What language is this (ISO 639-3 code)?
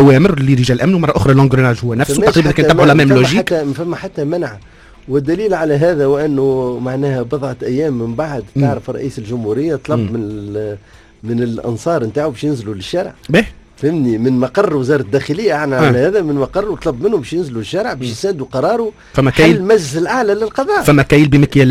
aeb